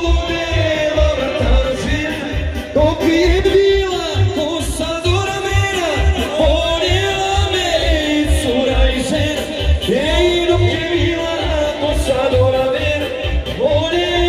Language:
Croatian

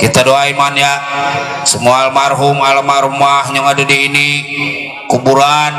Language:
Betawi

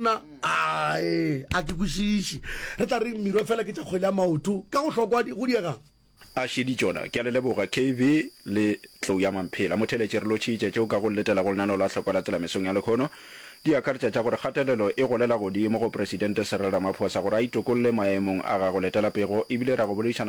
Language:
Northern Sotho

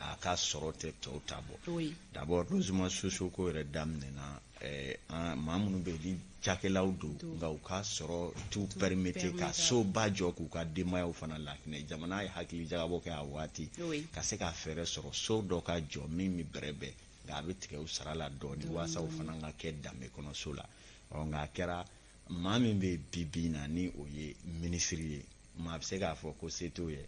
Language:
Bambara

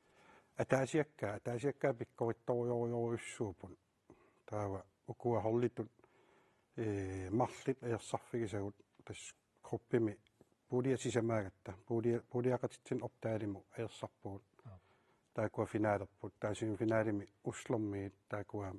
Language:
Kalaallisut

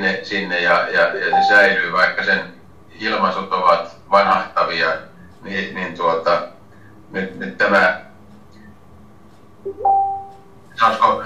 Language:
Finnish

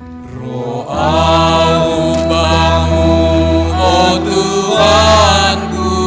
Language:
Batak Simalungun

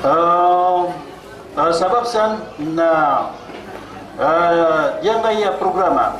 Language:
Maranao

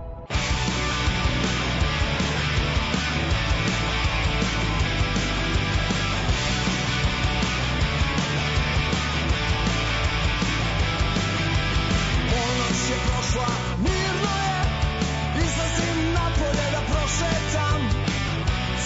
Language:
Serbian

